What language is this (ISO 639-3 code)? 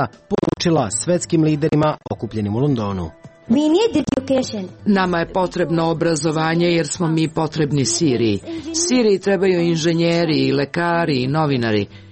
srp